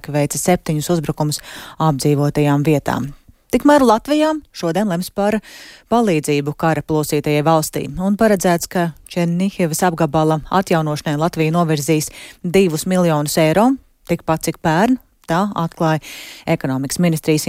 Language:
Latvian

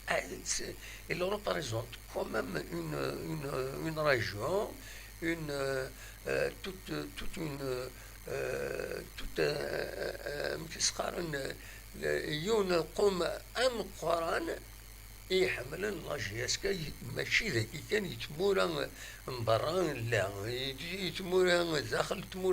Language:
Kabyle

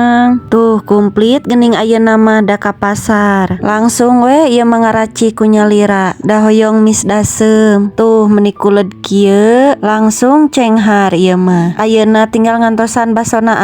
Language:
Sundanese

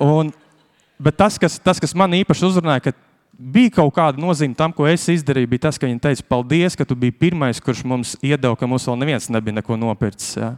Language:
Latvian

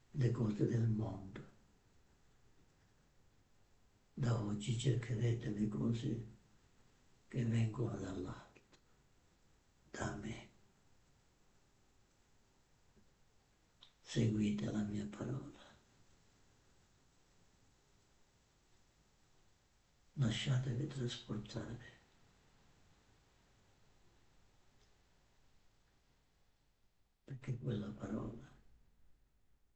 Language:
Italian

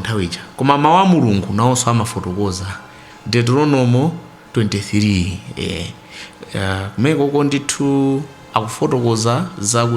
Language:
Nyanja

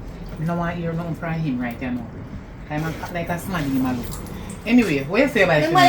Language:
Jamaican Creole English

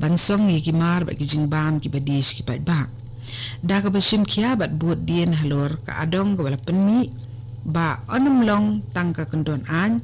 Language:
Khasi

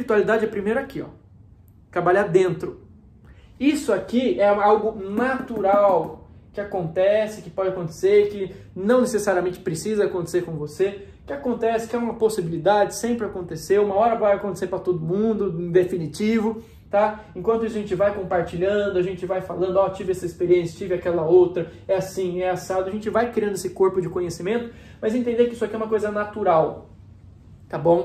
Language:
Portuguese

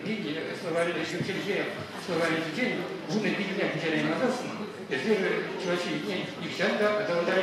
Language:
Chuvash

